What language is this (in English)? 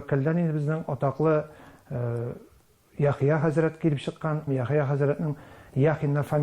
Tatar